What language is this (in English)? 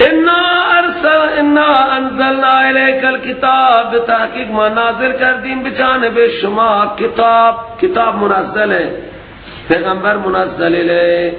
Persian